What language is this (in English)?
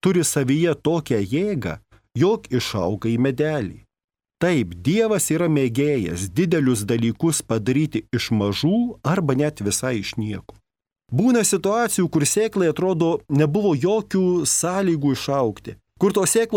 Lithuanian